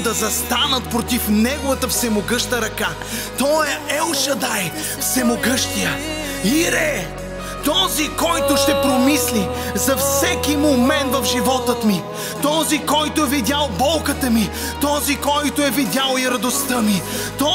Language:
Bulgarian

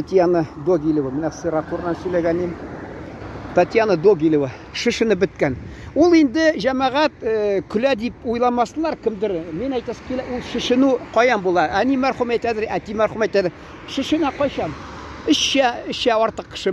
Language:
Tatar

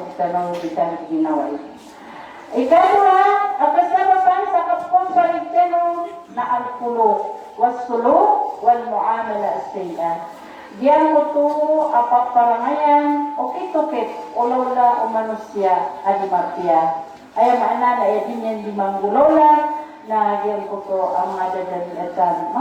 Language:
Maranao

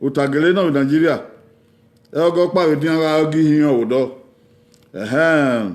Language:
Bini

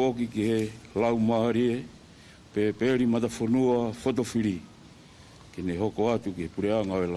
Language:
Tongan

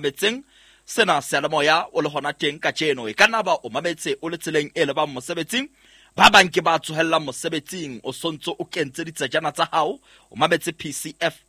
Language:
Southern Sotho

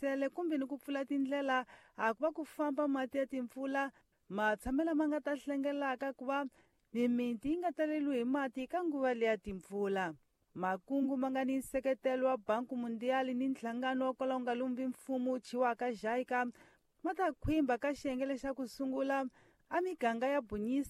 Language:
Tsonga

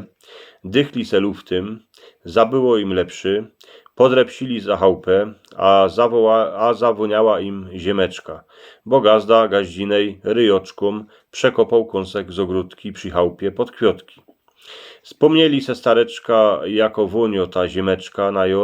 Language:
Silesian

